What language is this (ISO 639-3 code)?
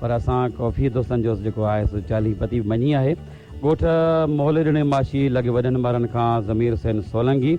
snd